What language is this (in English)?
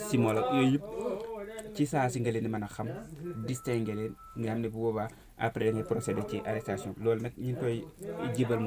Wolof